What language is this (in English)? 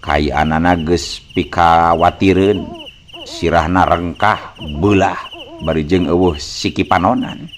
Sundanese